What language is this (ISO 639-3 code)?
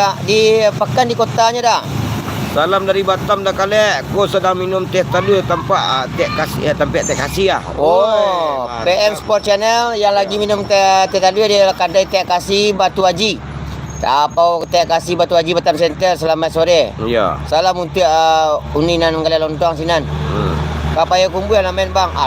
min